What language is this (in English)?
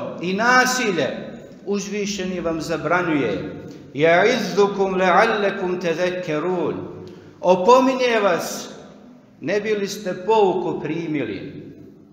Bosnian